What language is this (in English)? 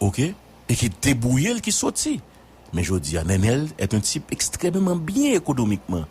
Haitian Creole